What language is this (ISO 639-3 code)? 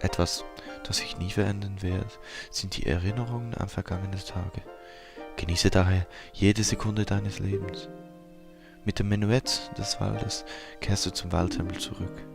gsw